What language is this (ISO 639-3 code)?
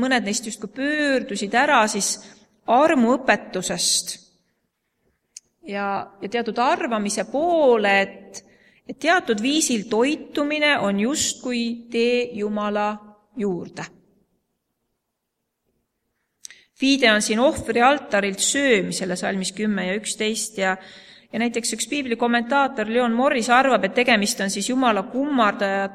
est